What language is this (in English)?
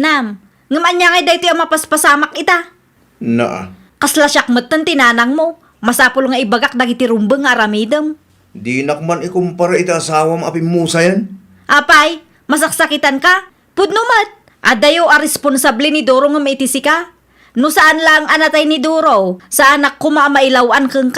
Iloko